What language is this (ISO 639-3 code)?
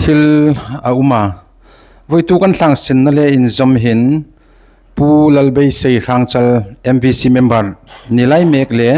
hmr